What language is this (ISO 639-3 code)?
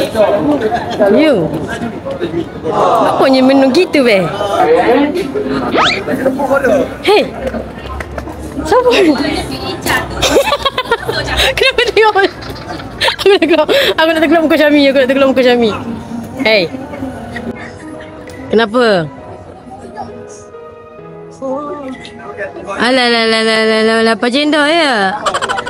msa